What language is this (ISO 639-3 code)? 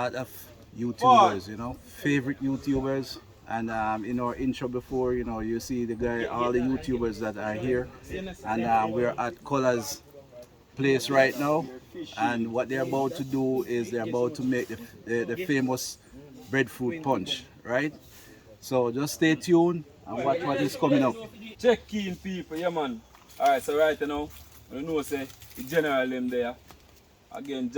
jam